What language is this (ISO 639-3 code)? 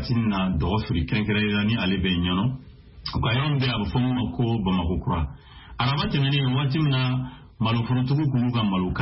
bam